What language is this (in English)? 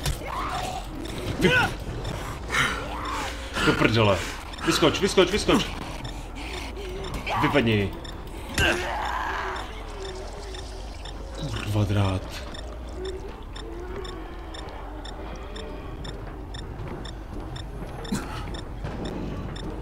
Czech